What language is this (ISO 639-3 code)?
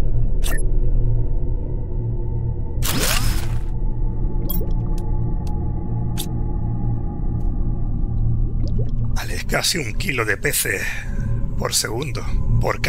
spa